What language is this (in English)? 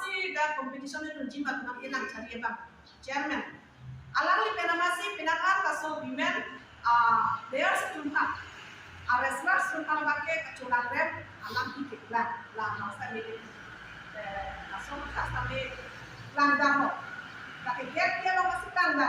Karbi